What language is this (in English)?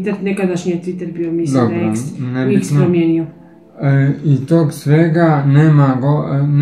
Croatian